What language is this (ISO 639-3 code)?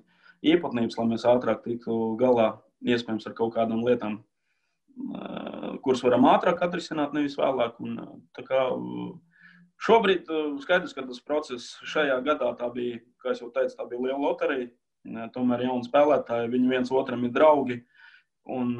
lav